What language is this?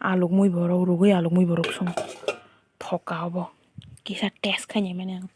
Kok Borok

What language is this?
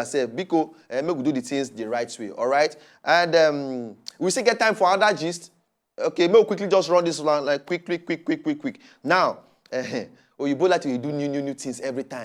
Nigerian Pidgin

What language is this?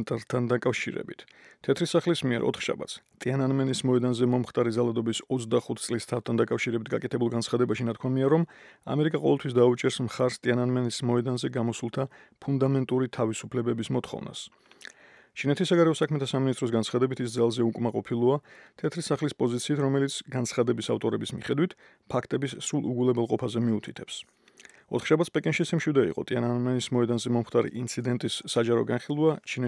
Georgian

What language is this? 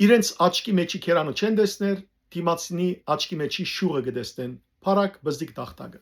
Western Armenian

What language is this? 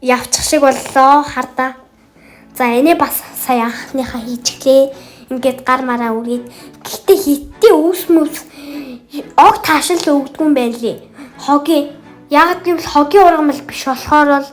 Mongolian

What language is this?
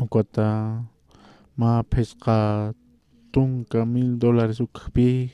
Aymara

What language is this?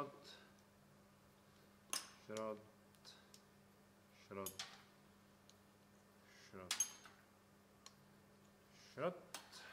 Czech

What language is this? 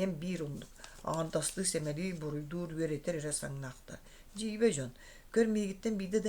Yakut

